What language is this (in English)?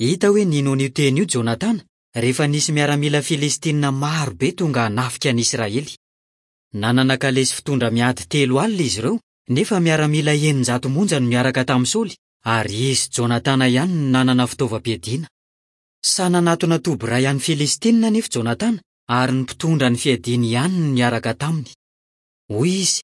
Malagasy